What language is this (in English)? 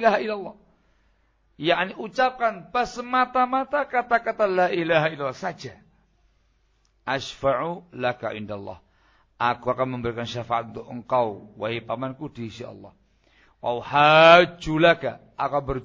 Indonesian